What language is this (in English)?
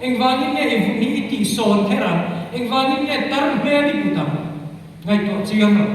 Mizo